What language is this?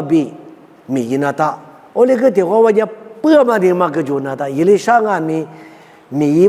Lisu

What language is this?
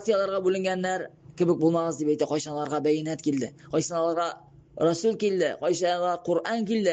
Tatar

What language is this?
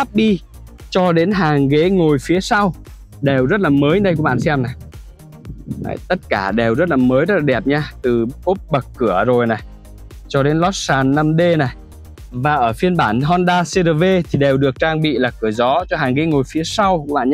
Vietnamese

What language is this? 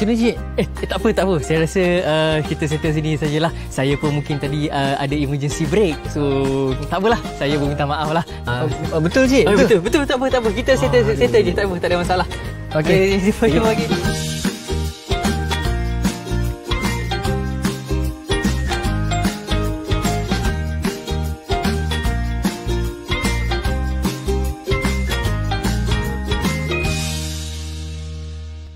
Malay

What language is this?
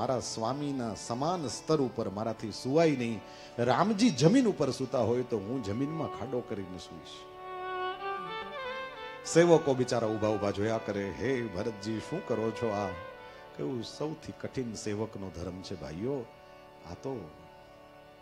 Gujarati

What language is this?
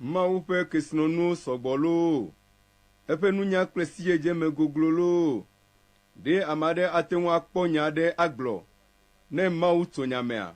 Ewe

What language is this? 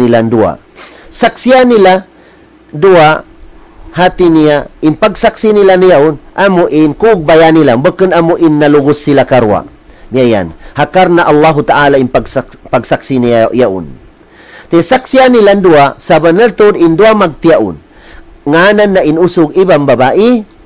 Tausug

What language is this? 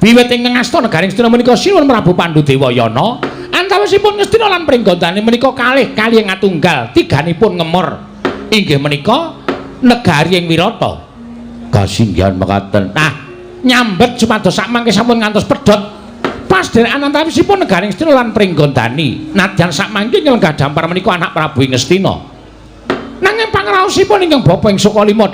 Javanese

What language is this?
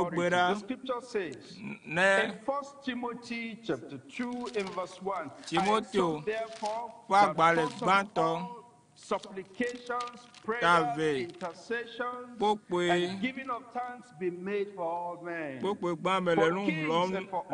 Ewe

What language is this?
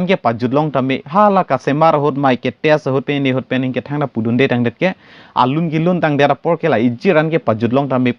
Karbi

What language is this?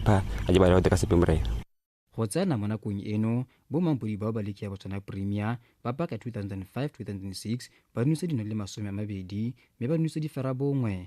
Tswana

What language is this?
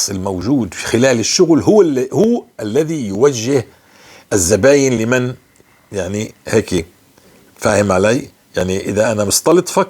North Levantine Arabic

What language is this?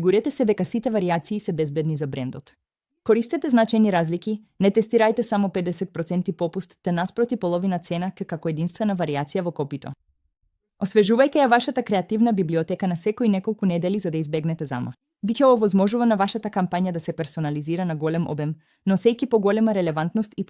Macedonian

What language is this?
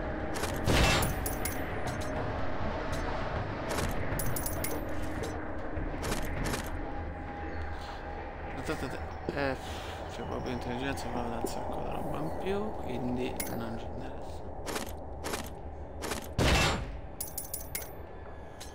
Italian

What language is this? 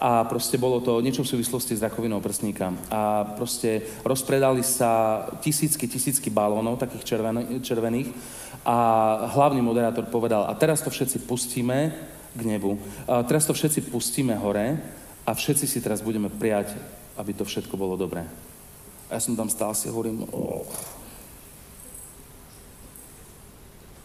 Slovak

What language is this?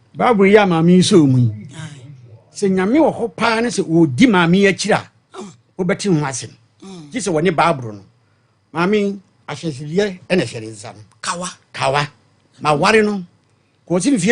Akan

